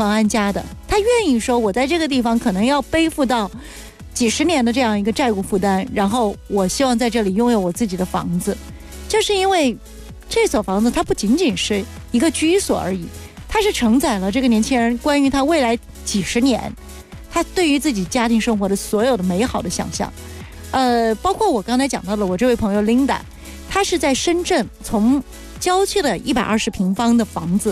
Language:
Chinese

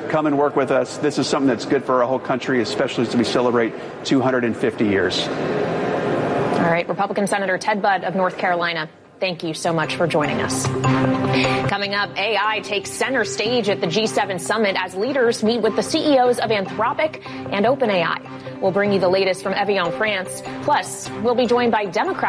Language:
English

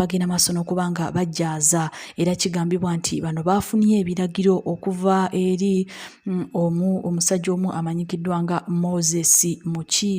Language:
Ganda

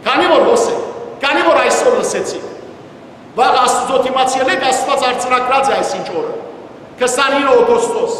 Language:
Western Armenian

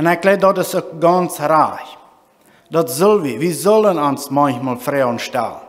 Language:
Plautdietsch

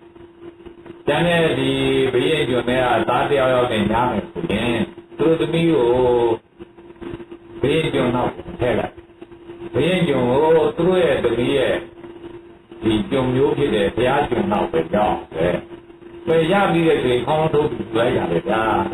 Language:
Burmese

